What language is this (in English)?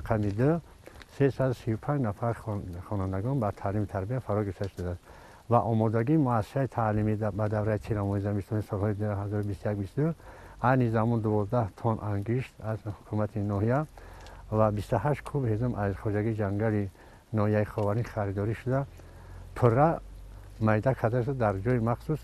Tajik